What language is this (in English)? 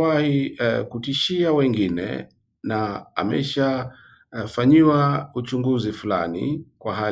Swahili